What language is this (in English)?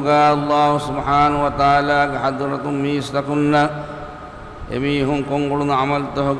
Divehi